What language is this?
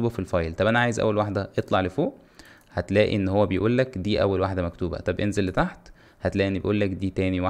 Egyptian Arabic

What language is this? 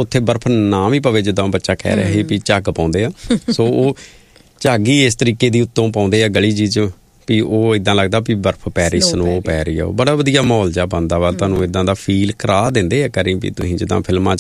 Punjabi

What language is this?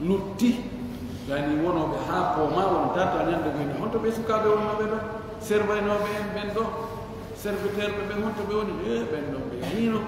Fula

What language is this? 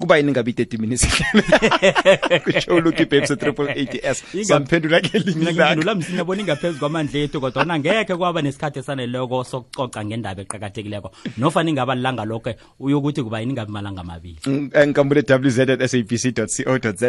South Ndebele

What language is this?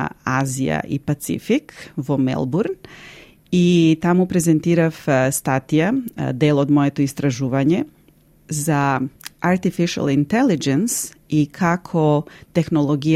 Macedonian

